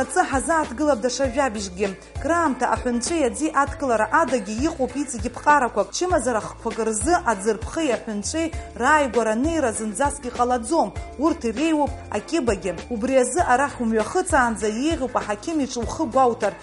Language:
Abkhazian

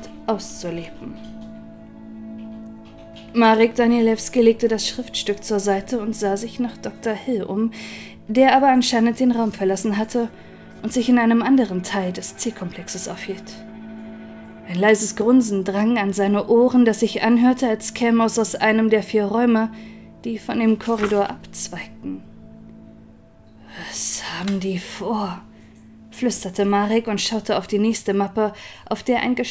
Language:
German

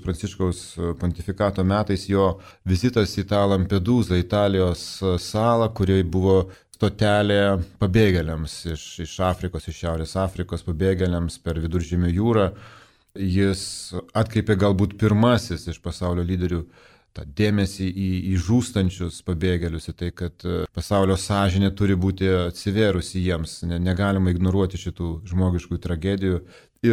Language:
Lithuanian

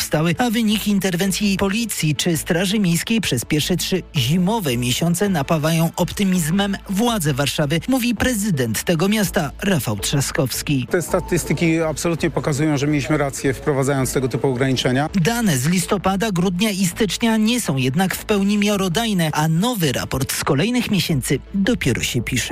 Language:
Polish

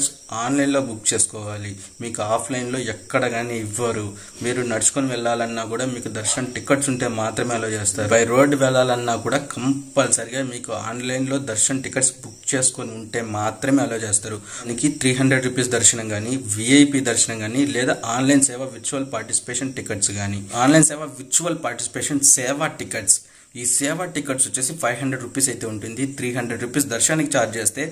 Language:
Telugu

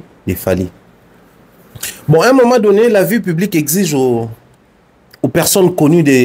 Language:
French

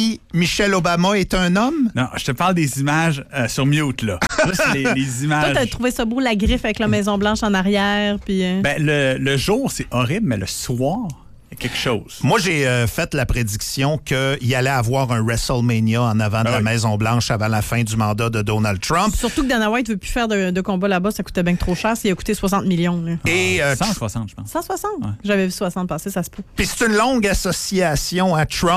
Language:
French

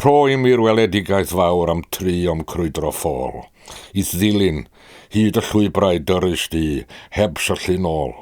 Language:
Welsh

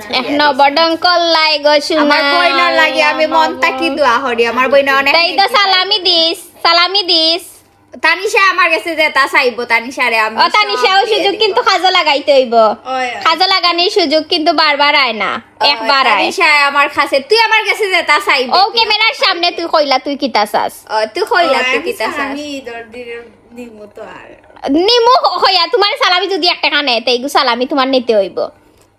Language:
Sylheti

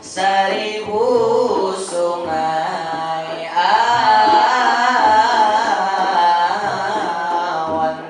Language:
Banjar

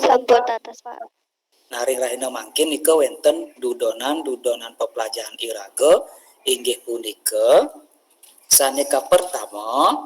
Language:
Balinese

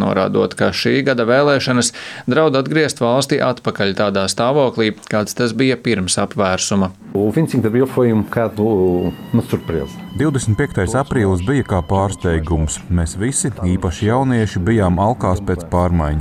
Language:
Latvian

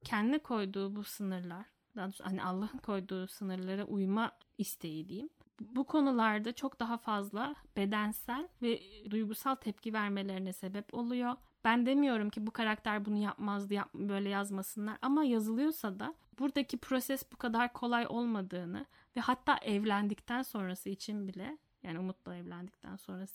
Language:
Turkish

